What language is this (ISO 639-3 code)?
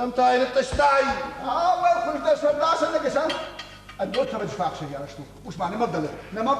oss